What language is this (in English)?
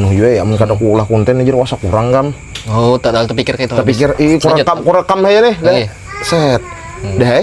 Banjar